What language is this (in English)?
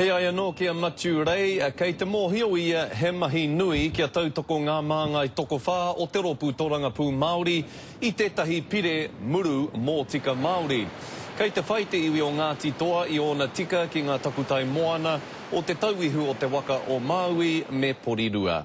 Māori